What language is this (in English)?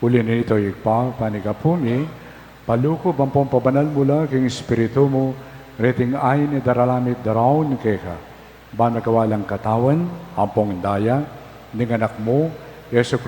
Pampanga